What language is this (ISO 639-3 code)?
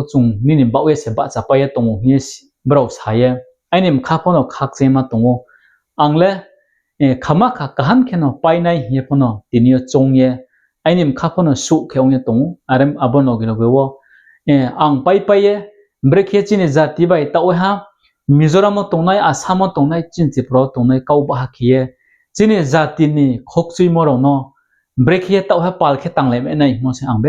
ria